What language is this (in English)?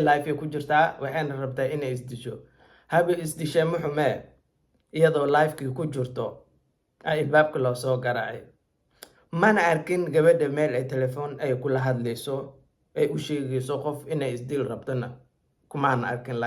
Somali